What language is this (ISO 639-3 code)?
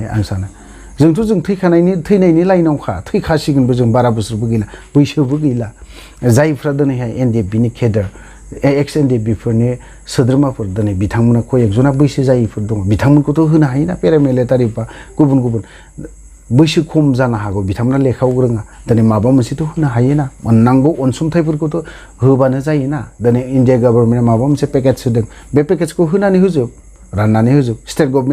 brx